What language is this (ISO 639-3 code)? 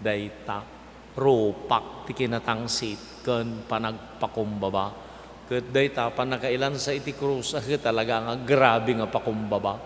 ilo